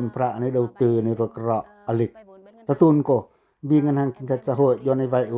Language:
Pacoh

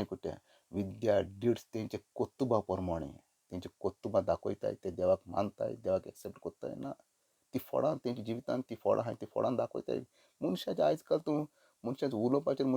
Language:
Konkani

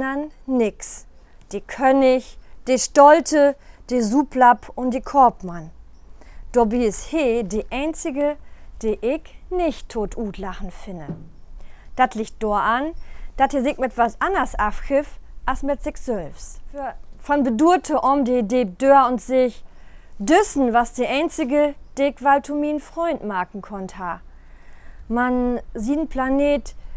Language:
Low German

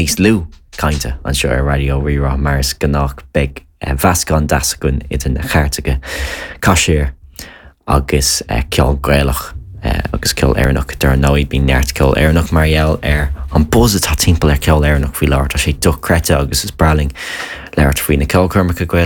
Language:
Irish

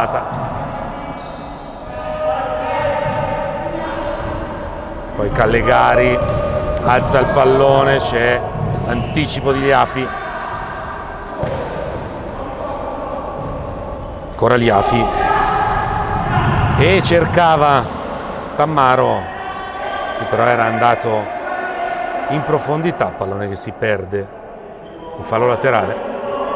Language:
Italian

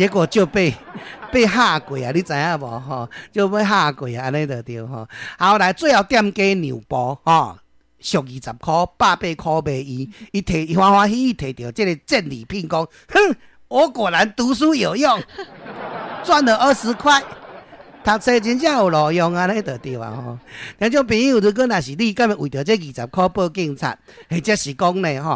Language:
Min Nan Chinese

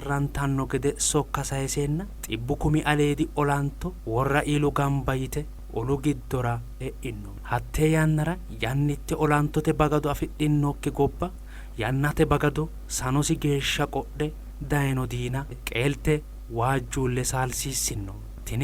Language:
Sidamo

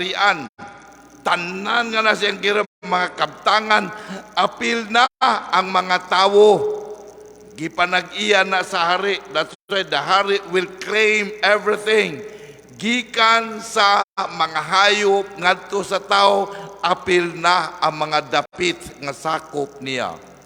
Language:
Cebuano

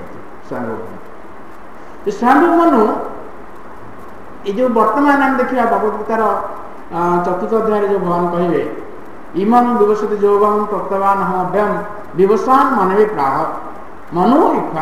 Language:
Odia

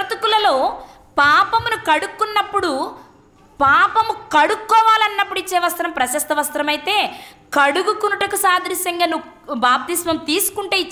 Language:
Telugu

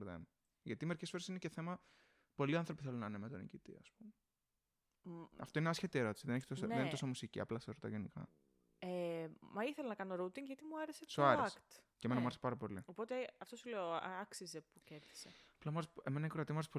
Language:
Greek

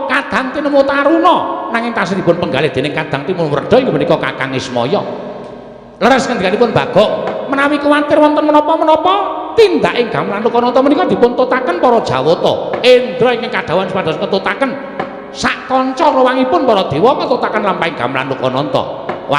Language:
Javanese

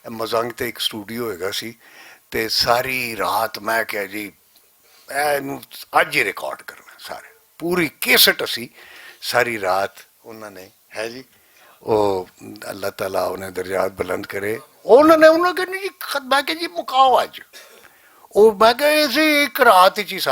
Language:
Western Panjabi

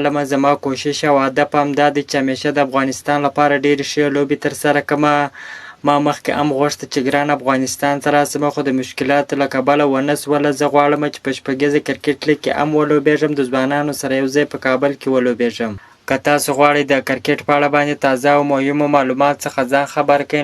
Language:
Pashto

